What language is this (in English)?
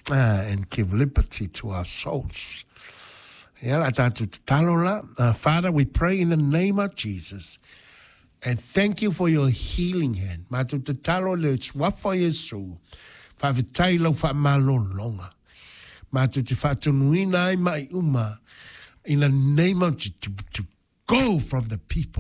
Samoan